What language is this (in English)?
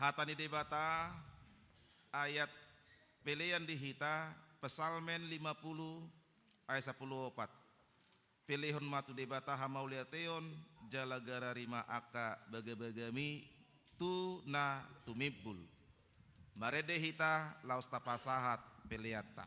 Batak Toba